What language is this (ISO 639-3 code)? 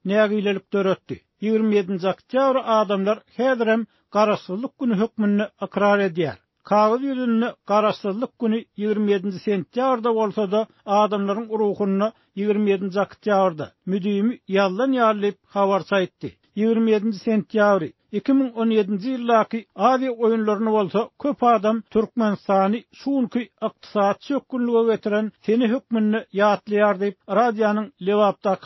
tuk